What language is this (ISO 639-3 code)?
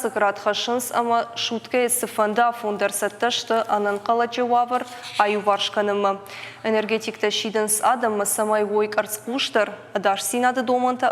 oss